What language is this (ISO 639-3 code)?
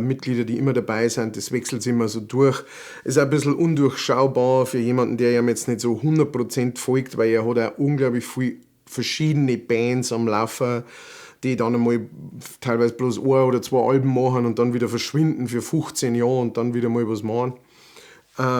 bar